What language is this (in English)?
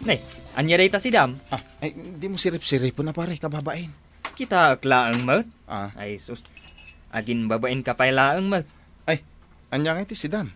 Iloko